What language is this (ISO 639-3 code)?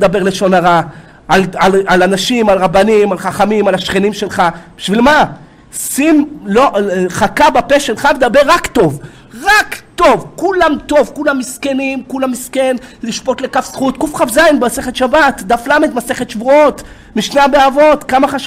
heb